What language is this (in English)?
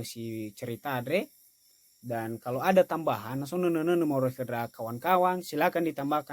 Nias